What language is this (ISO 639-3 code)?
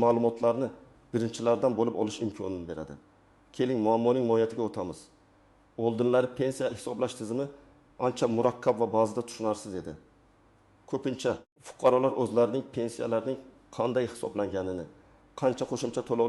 uzb